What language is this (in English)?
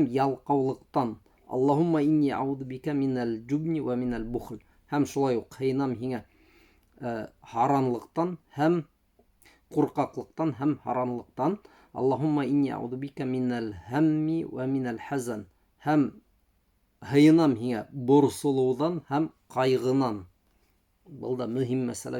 Bashkir